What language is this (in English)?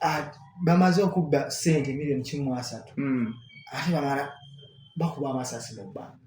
Ganda